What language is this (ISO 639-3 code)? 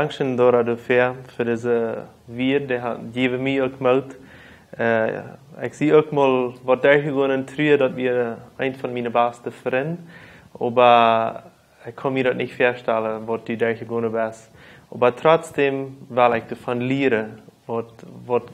pdt